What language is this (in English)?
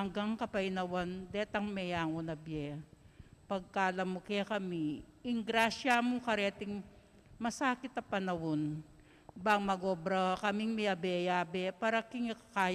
Pampanga